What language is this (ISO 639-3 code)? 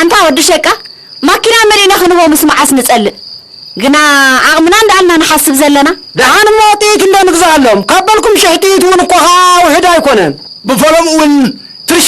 tir